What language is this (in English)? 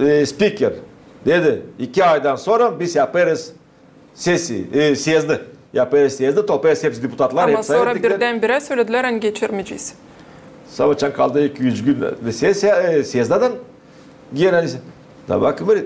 Gagauz